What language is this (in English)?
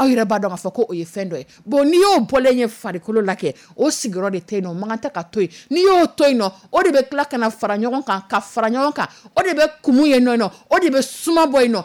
Dyula